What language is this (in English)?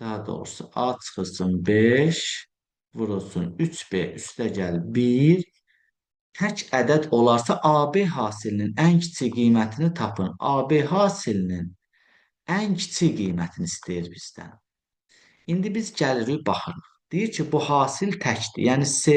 Azerbaijani